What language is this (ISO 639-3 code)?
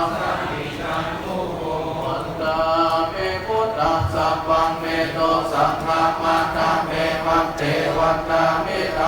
pli